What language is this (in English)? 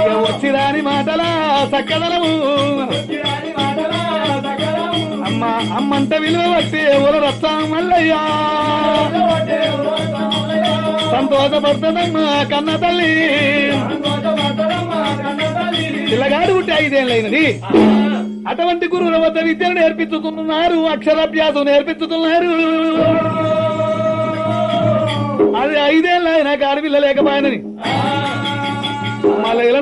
Telugu